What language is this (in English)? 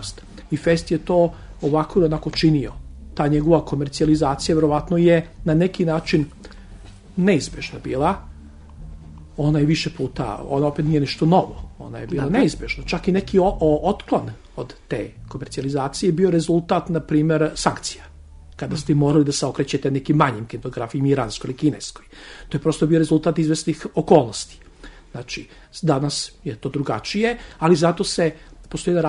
Serbian